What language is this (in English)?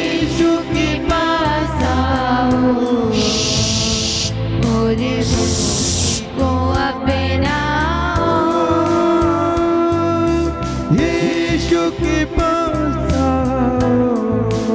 Hindi